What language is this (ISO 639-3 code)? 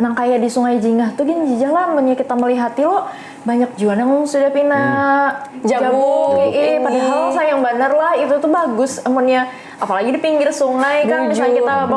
bjn